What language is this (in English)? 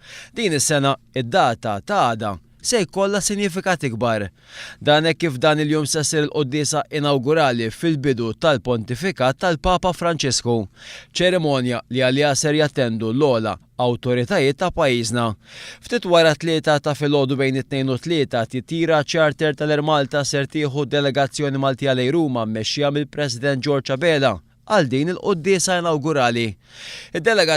Maltese